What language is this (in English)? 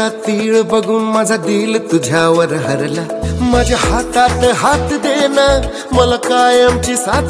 Marathi